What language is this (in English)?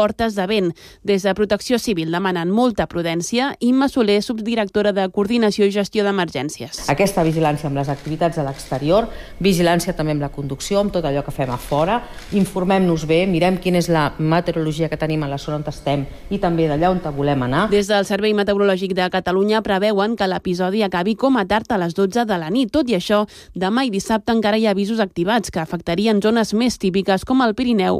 Catalan